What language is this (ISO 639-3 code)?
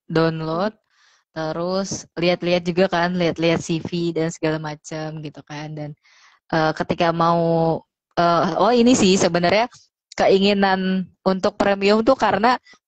ind